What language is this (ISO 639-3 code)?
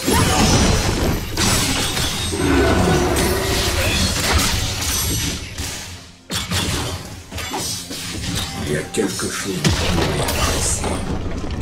fra